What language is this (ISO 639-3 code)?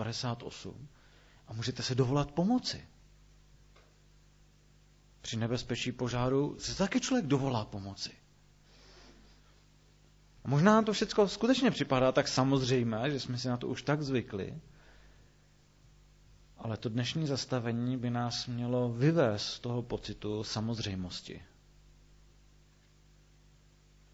ces